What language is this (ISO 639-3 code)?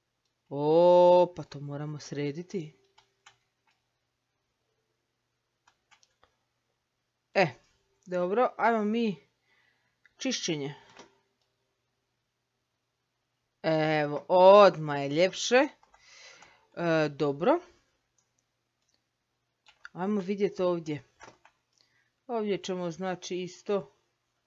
hrv